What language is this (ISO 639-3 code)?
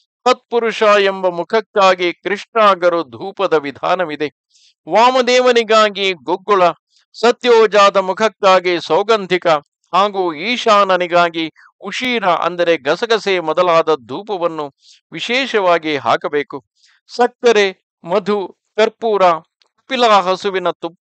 kan